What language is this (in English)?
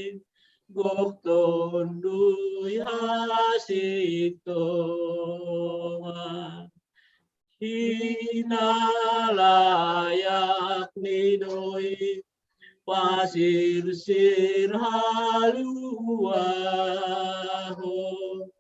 Batak Simalungun